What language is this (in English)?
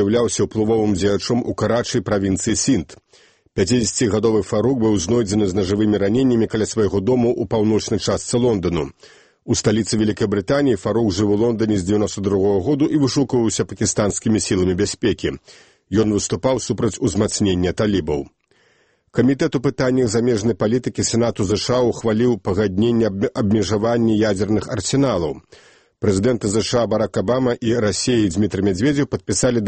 Belarusian